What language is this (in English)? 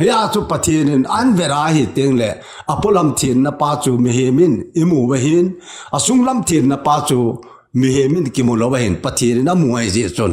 Thado Chin